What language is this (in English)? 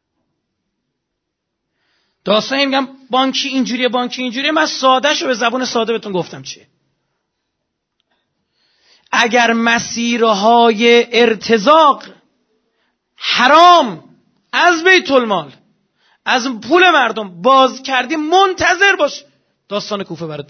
Persian